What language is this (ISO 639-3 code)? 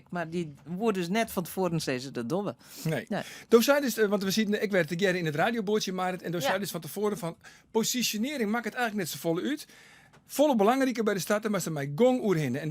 fry